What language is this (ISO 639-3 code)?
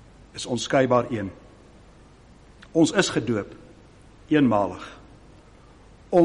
afr